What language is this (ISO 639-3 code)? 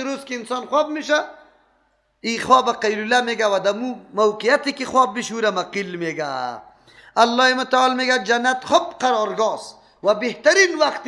fas